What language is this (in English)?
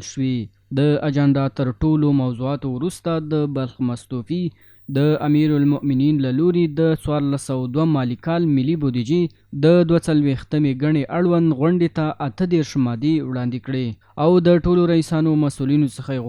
Pashto